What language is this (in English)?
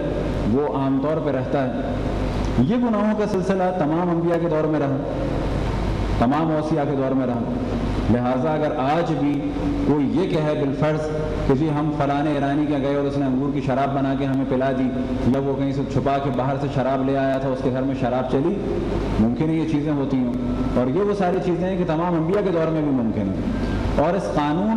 Urdu